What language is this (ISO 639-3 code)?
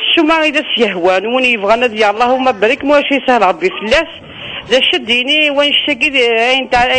kab